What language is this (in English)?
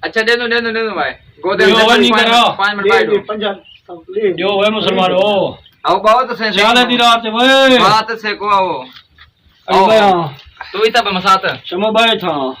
Saraiki